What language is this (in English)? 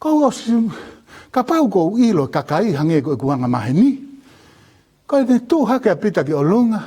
Tongan